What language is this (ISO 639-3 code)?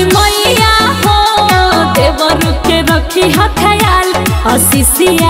bho